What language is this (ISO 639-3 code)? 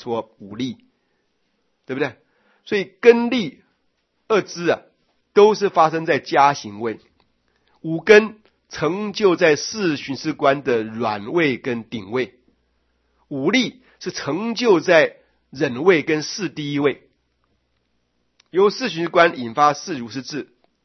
zho